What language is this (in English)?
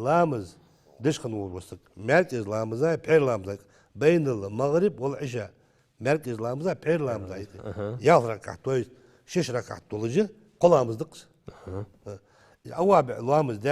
Ingush